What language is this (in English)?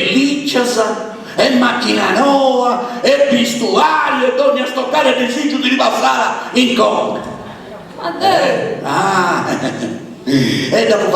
Sardinian